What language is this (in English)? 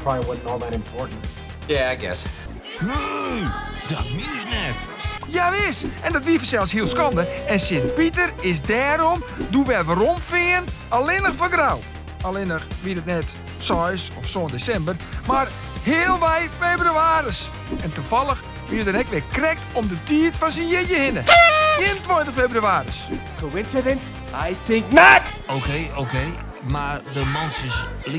Western Frisian